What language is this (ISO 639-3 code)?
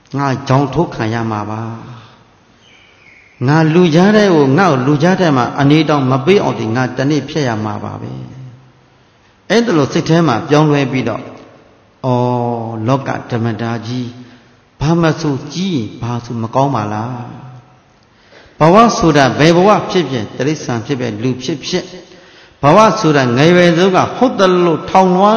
mya